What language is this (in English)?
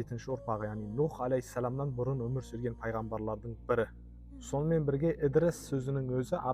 Kazakh